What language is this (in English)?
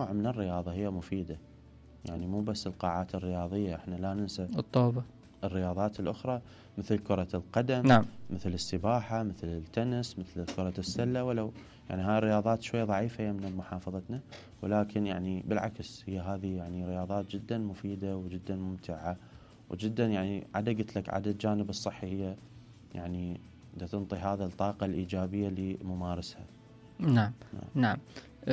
Mesopotamian Arabic